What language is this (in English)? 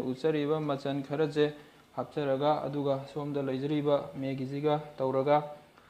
Manipuri